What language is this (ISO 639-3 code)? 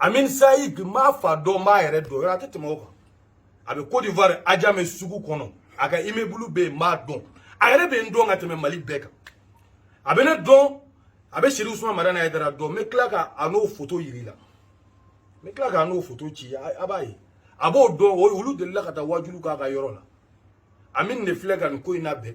bam